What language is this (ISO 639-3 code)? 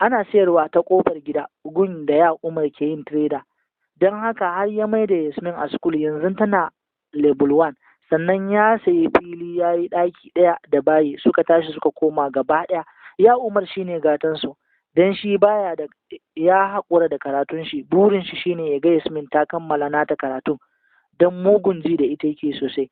hau